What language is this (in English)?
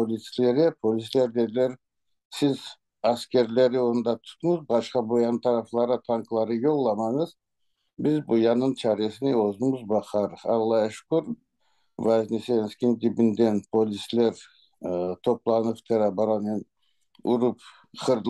Crimean Tatar